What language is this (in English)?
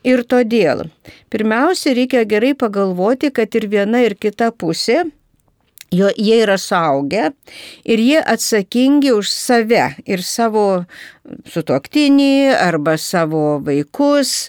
Lithuanian